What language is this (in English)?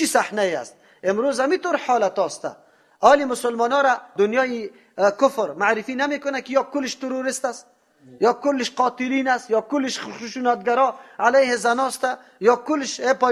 Persian